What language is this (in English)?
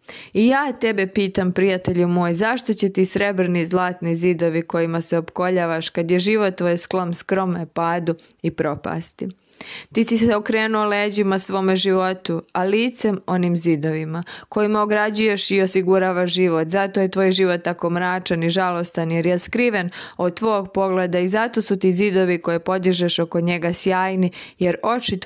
Serbian